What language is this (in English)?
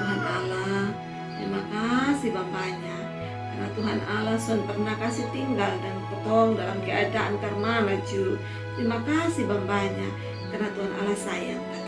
Kupang Malay